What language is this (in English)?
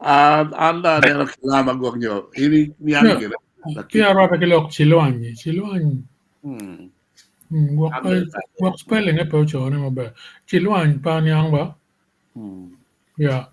Acoli